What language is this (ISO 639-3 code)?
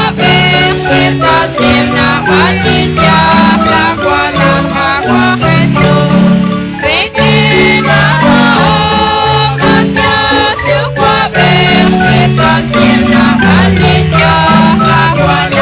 kek